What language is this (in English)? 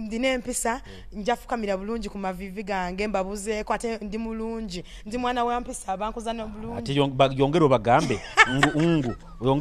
Nyoro